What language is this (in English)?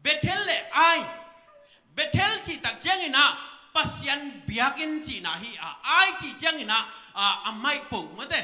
Tedim Chin